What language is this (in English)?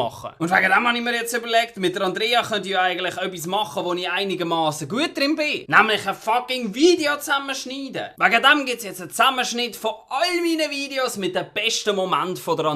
Swiss German